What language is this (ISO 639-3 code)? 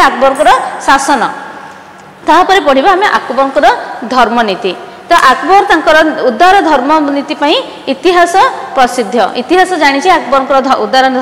ori